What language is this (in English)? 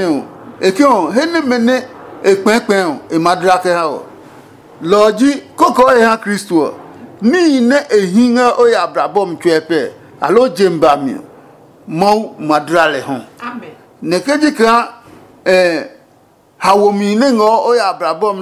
Adangme